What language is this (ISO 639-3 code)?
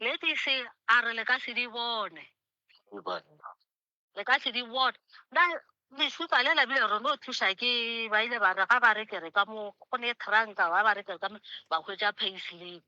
nso